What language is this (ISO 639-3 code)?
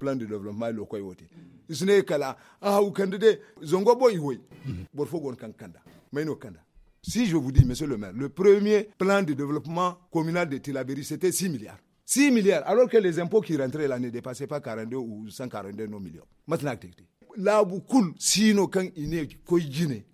dje